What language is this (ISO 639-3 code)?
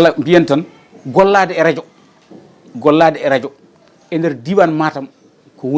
ful